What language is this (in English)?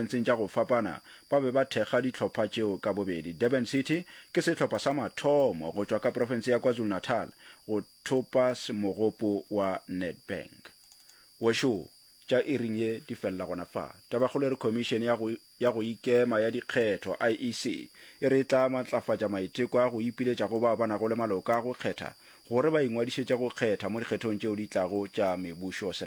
Northern Sotho